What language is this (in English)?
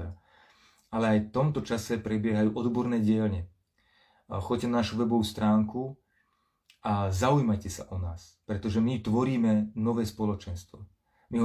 Slovak